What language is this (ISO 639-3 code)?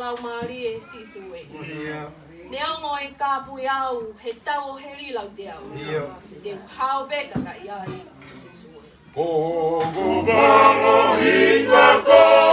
ton